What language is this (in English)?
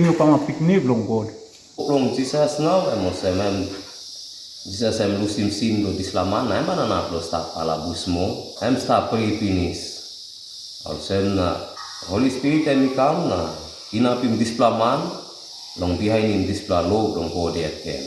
Tok Pisin